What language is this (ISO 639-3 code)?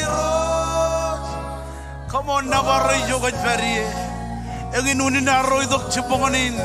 mah